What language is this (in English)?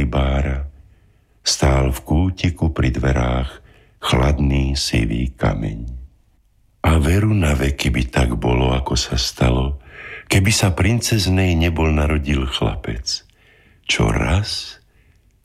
Slovak